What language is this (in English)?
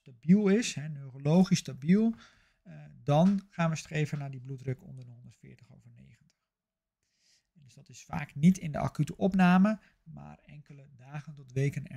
Dutch